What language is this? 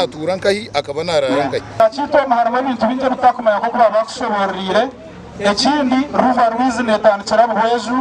Nyankole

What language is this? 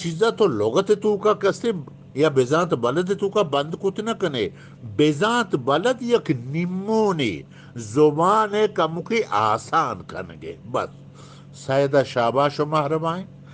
Eastern Balochi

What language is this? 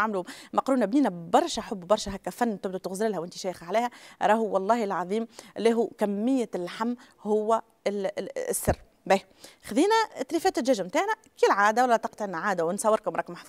Tunisian Arabic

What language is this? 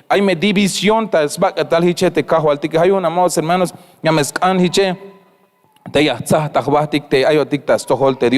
Tzeltal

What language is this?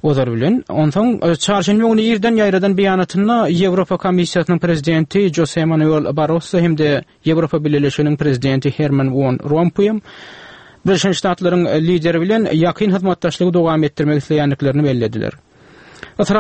Turkmen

